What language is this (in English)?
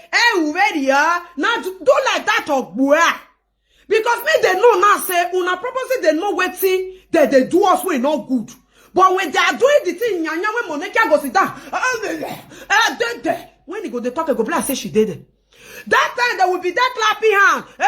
Nigerian Pidgin